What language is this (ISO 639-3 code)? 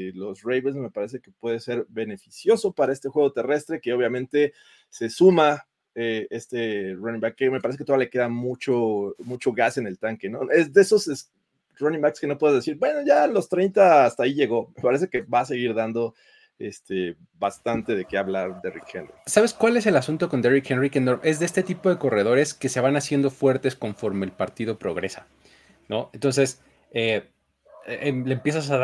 spa